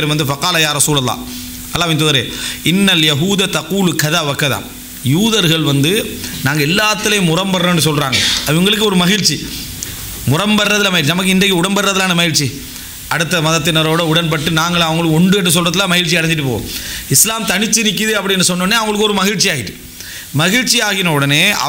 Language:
Tamil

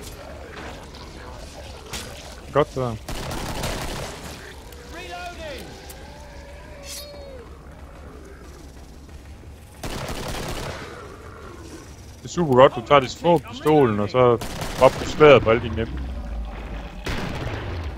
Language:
Danish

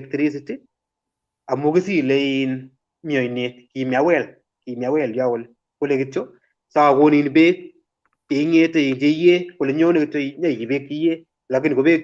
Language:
Kalenjin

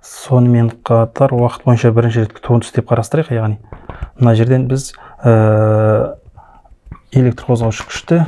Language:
Kazakh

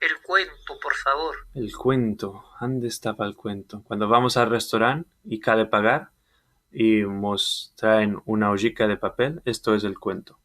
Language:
Ladino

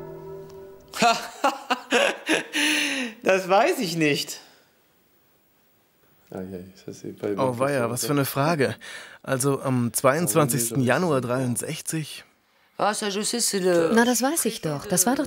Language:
German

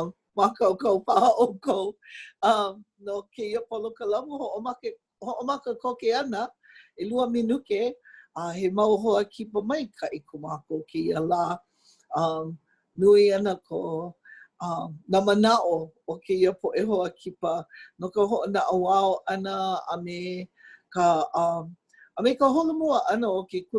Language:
Hawaiian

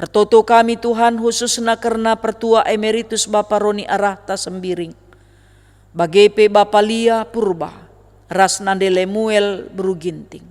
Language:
Batak Karo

